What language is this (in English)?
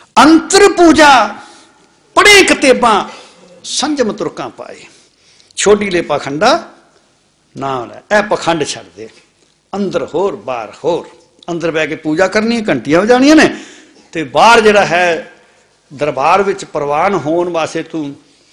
Punjabi